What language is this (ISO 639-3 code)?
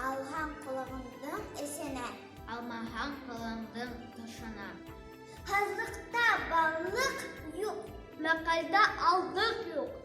bak